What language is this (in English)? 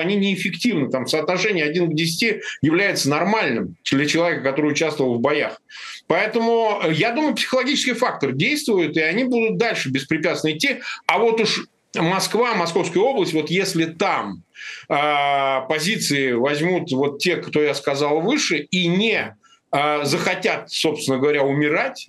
Russian